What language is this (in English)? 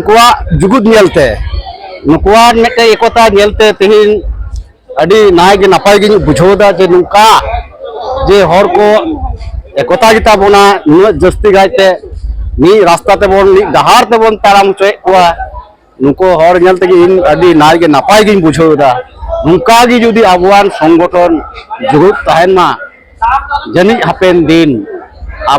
Santali